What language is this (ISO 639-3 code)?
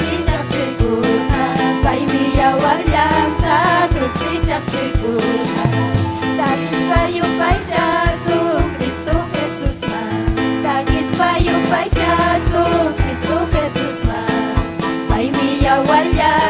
quy